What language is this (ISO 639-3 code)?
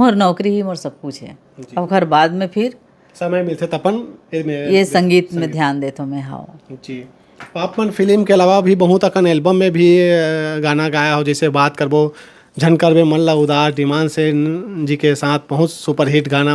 hne